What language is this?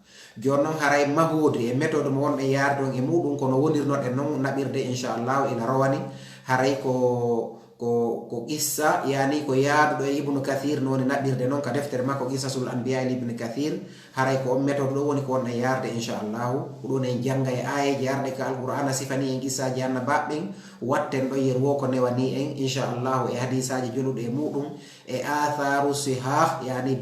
Fula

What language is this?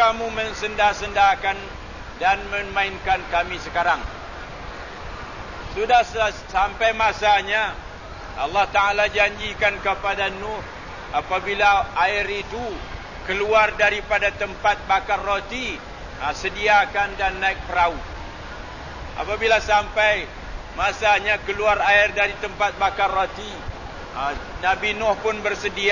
Malay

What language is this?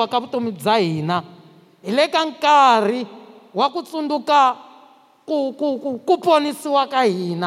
Tsonga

